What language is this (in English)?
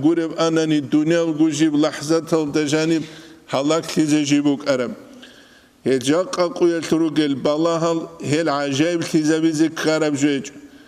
Avaric